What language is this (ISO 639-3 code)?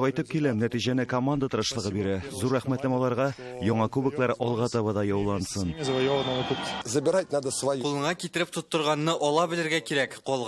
tat